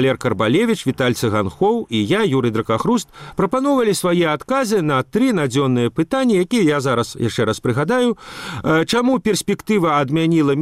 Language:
Belarusian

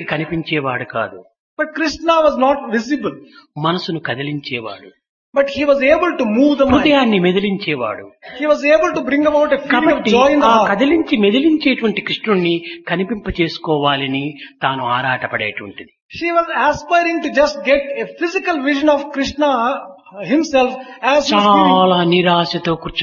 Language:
Telugu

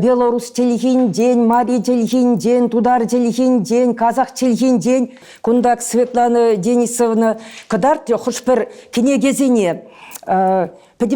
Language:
Chuvash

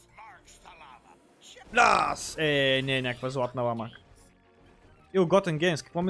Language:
Bulgarian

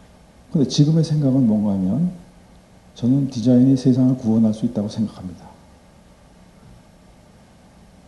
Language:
Korean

